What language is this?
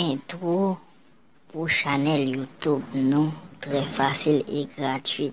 Haitian Creole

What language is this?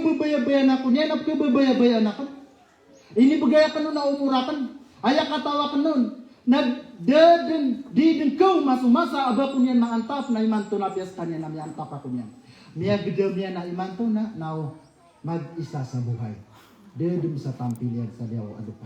Maranao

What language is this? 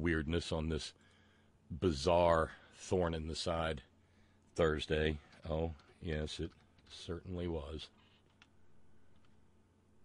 English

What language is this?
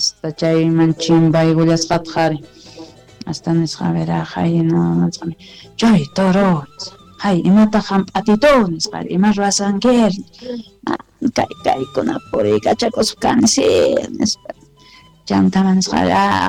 Quechua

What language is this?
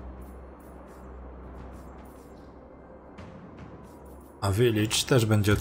Polish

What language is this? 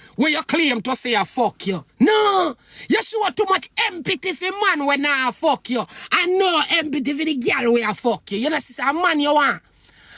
Jamaican Creole English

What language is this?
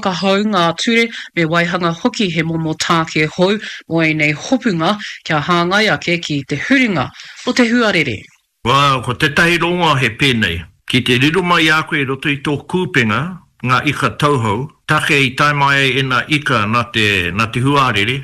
Māori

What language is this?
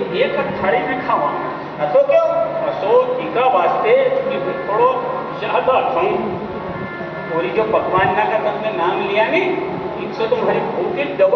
Rajasthani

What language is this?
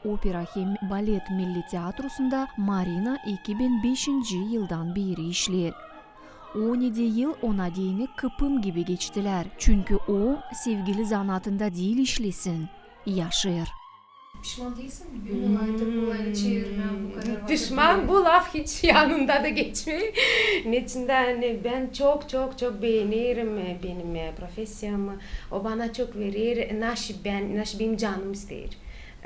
Gagauz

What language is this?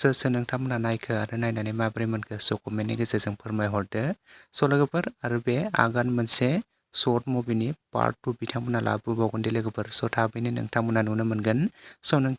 Bodo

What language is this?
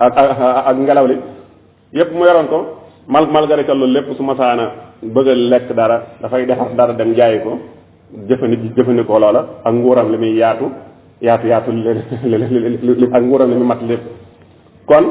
Wolof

